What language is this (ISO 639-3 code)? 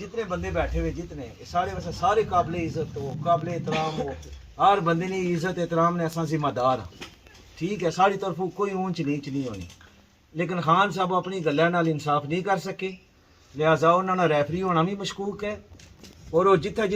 phr